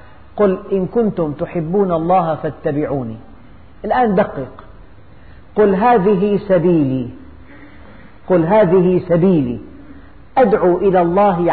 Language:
Arabic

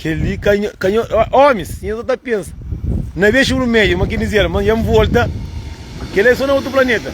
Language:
Kabuverdianu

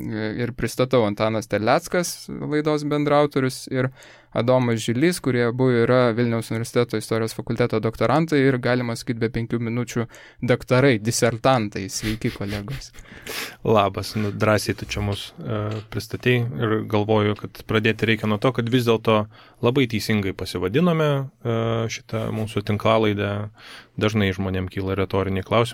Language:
Lithuanian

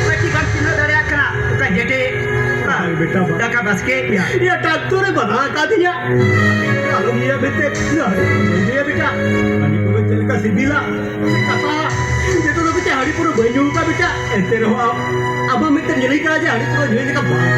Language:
Santali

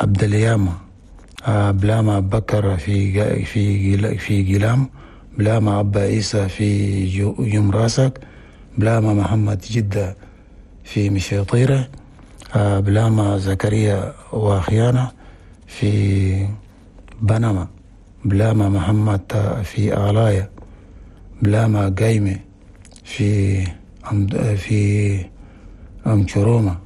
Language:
Chadian Arabic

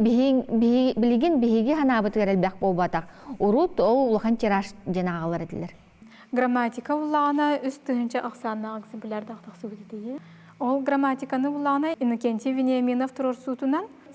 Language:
Yakut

